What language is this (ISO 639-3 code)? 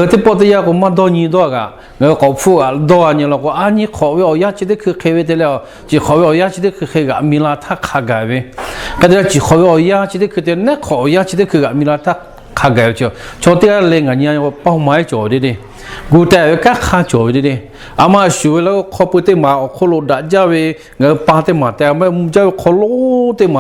lhu